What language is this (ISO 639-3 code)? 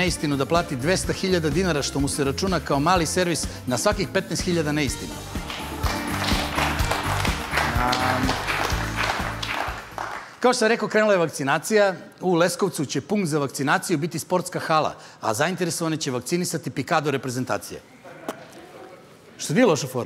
srp